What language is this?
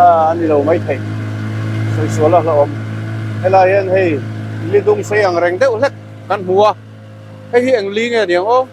Mizo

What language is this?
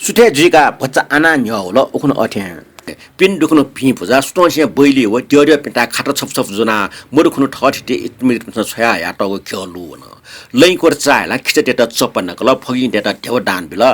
Newari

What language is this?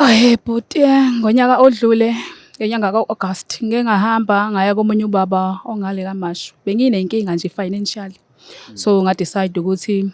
Zulu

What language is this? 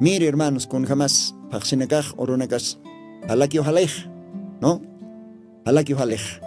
Aymara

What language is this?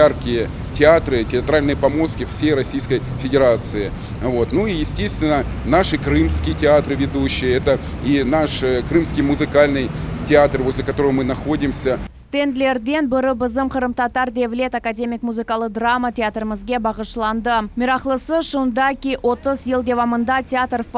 Crimean Tatar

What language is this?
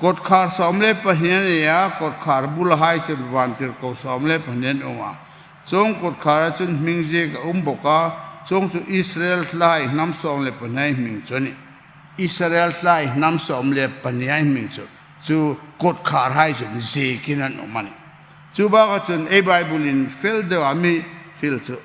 Hmar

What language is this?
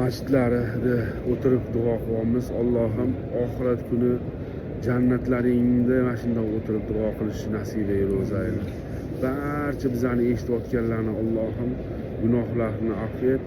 Uzbek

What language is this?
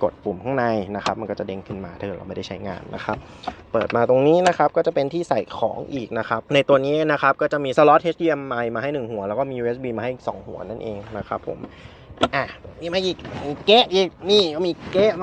Thai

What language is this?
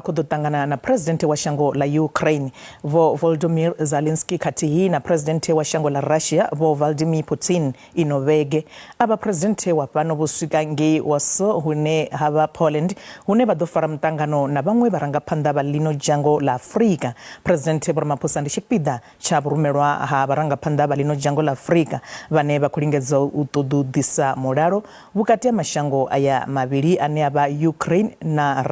Venda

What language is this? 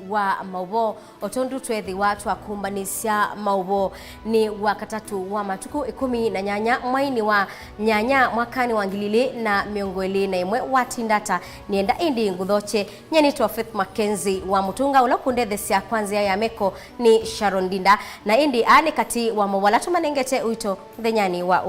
Kamba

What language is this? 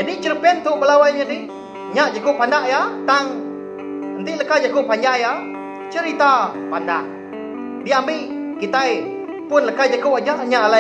Iban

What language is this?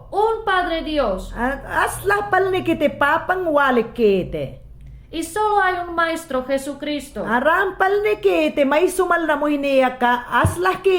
Mayangna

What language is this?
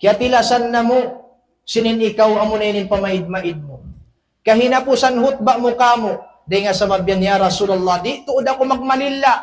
Tausug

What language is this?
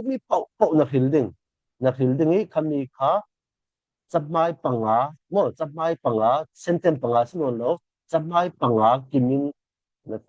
Falam Chin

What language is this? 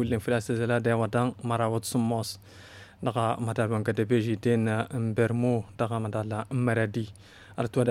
Tamasheq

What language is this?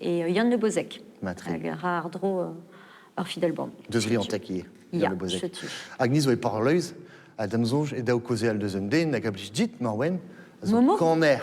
Breton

